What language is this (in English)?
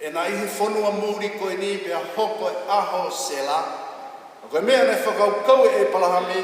Tongan